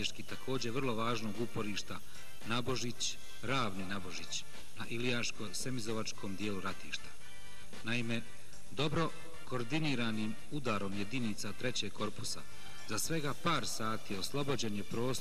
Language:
Bosnian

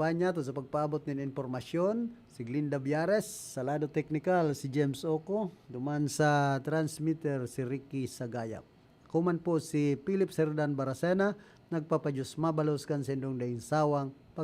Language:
Bikol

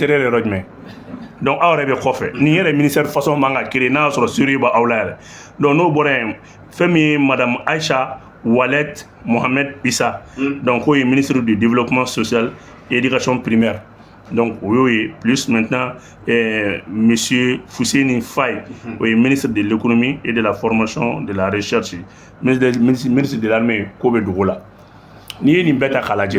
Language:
Bambara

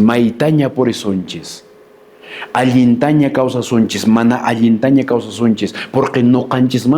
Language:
Quechua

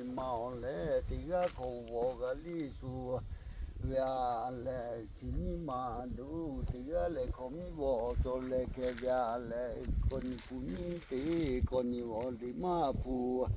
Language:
Lahu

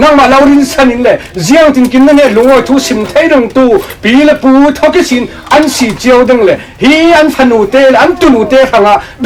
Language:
Falam Chin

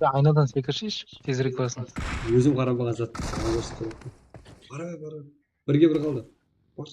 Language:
Kara-Kalpak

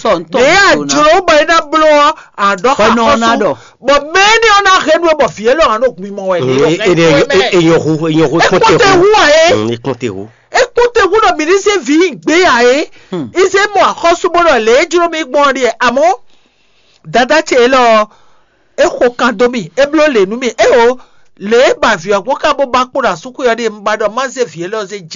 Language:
Fon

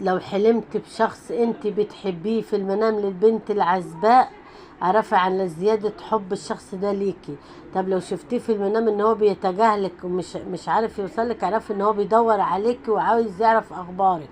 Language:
Egyptian Arabic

